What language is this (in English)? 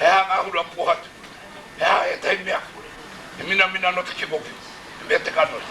Māori